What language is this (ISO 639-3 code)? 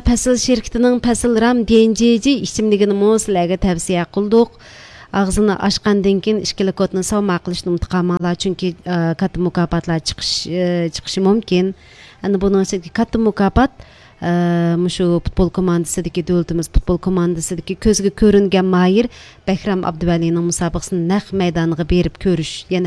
uig